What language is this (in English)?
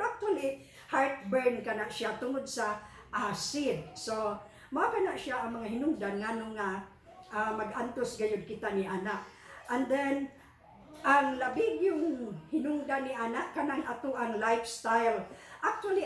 Cebuano